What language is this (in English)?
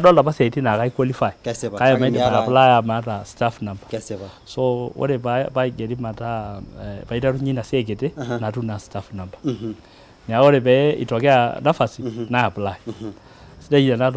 Masai